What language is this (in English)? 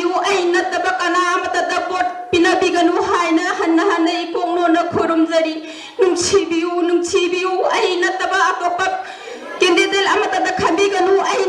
Manipuri